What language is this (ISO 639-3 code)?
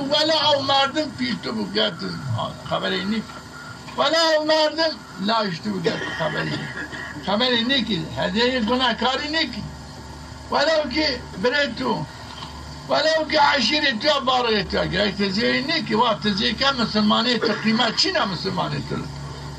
zza